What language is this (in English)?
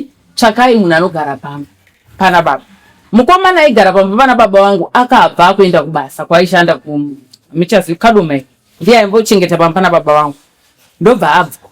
Shona